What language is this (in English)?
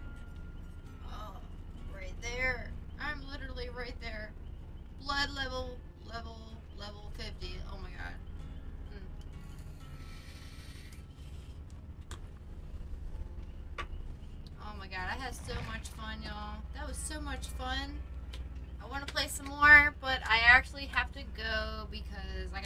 English